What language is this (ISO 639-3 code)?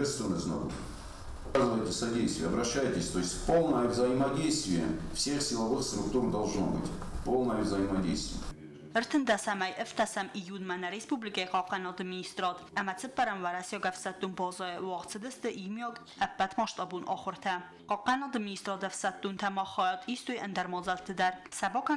oss